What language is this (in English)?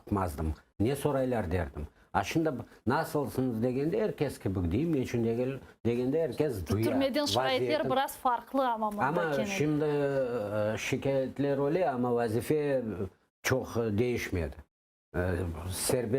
Crimean Tatar